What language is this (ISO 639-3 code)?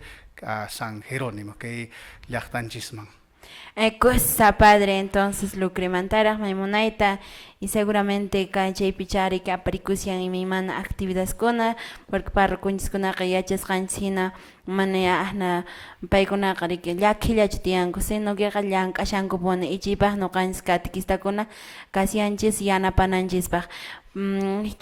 que